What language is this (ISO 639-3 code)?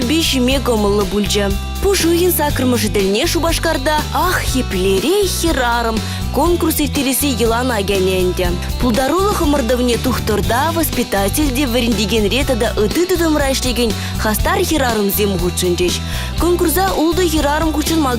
chv